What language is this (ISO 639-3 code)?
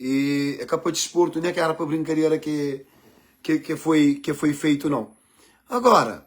kea